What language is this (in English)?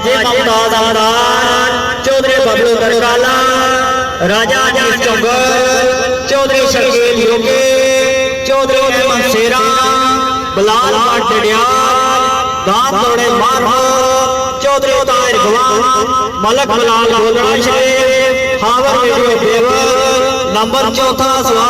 Pahari-Potwari